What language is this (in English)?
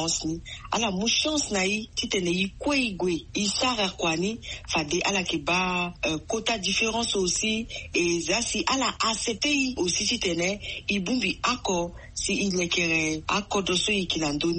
Sango